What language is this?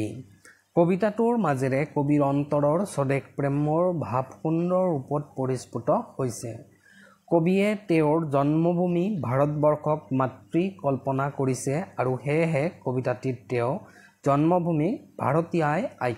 Assamese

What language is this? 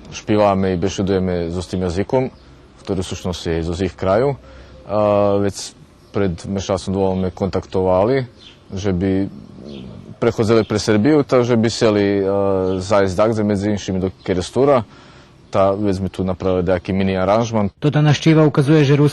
Rusyn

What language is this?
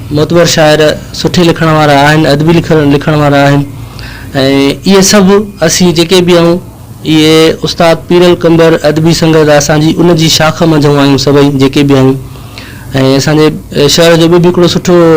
Sindhi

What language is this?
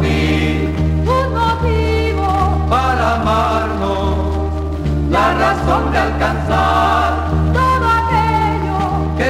Spanish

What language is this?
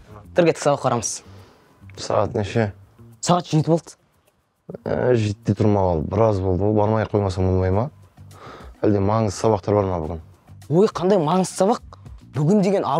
Kazakh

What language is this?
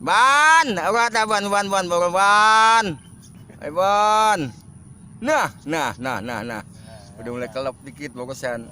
Betawi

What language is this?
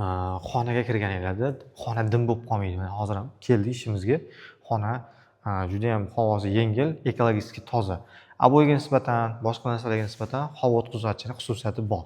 Uzbek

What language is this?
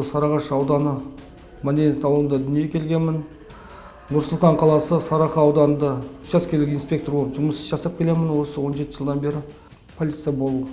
Kazakh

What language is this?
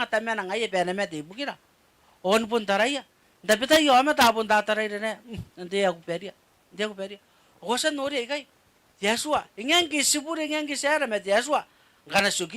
Gilbertese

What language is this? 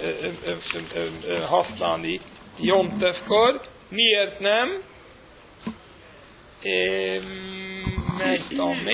Hungarian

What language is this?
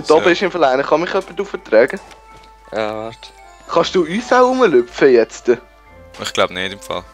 Swiss German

